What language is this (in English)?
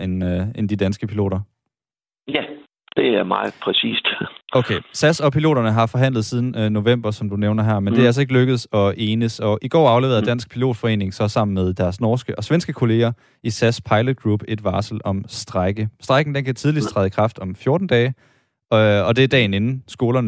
Danish